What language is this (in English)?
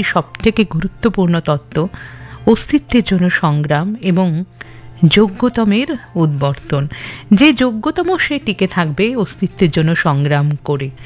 Bangla